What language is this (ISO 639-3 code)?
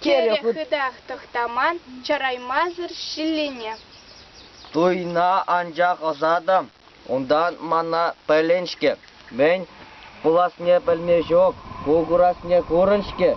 chv